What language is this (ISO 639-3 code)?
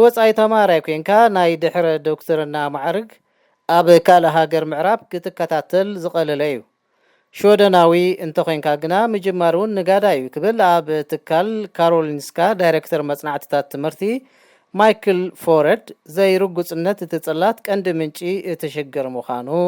tir